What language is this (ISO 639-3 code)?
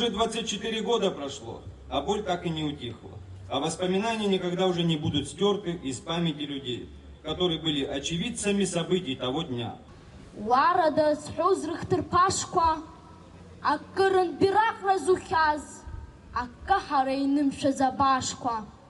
abk